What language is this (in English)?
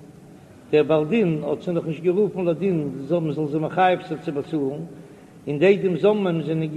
Yiddish